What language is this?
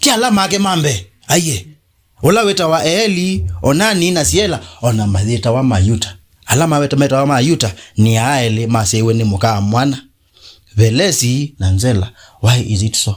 Kamba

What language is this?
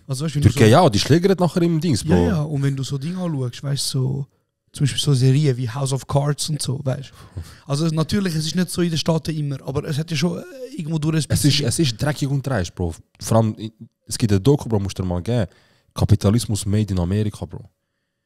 Swiss German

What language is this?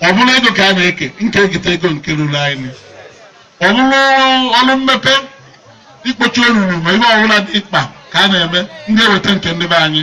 Igbo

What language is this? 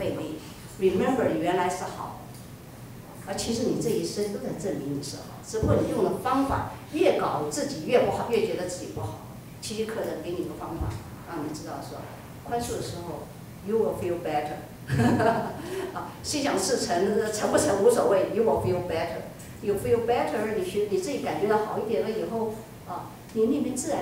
Chinese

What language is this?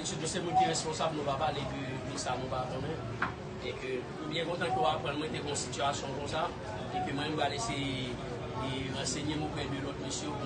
Haitian Creole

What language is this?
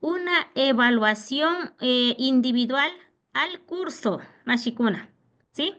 Imbabura Highland Quichua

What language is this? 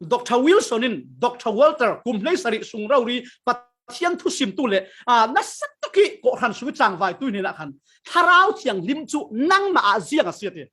Falam Chin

